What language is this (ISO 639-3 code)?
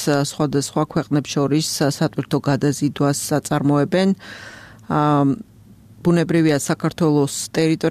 kat